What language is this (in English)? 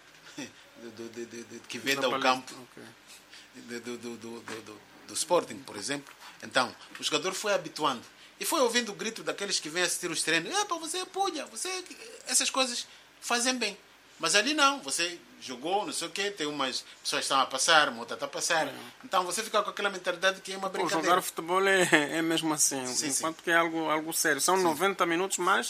Portuguese